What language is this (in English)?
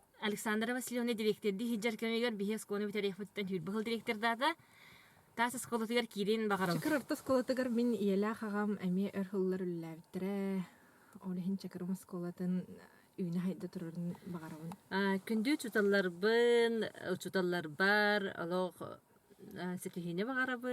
Yakut